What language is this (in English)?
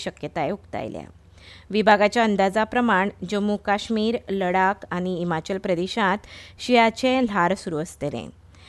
Konkani